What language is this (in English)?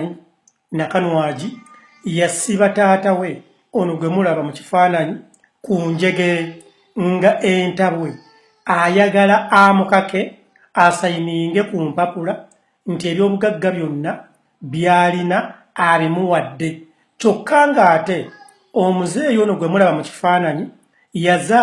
Ganda